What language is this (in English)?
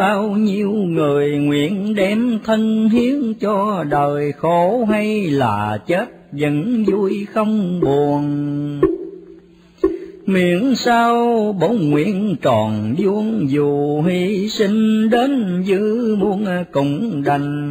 Vietnamese